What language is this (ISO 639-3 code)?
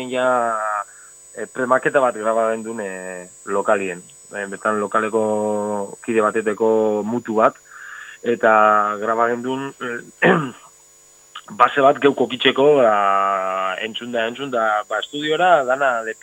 eus